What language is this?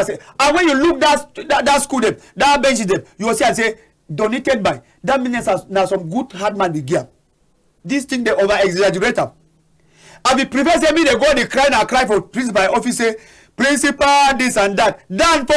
Cameroon Pidgin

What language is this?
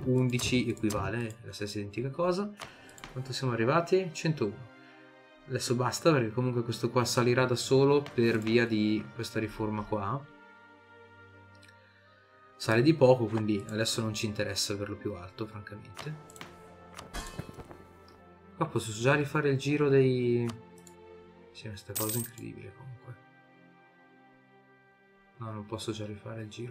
Italian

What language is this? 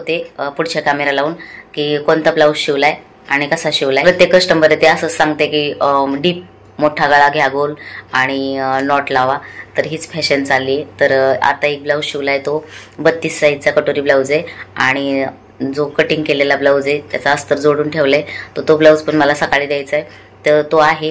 Marathi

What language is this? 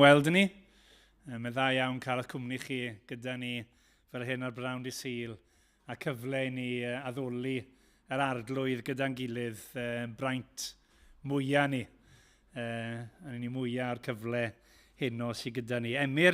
Welsh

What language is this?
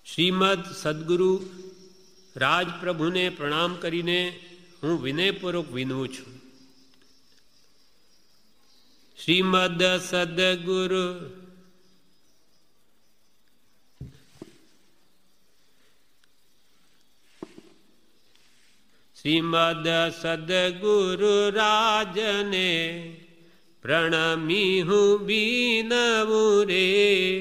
Gujarati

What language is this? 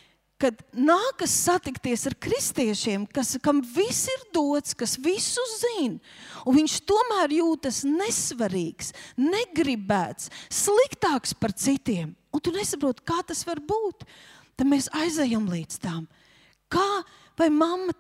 Latvian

